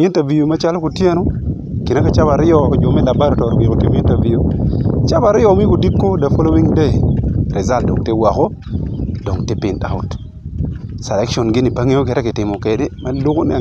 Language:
Acoli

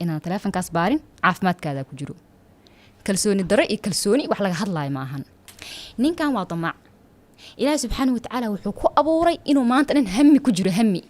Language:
Somali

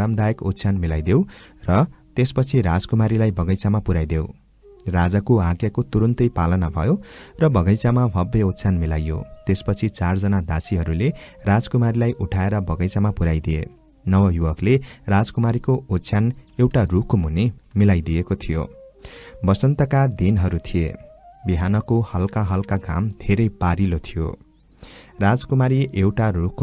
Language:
Nepali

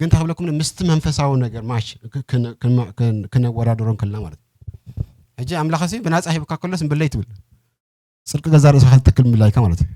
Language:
Tigrinya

